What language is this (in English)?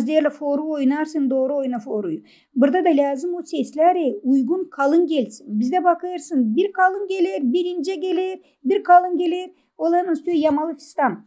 Gagauz